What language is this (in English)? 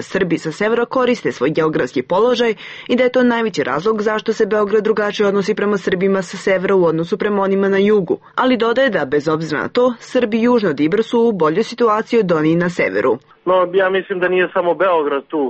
Serbian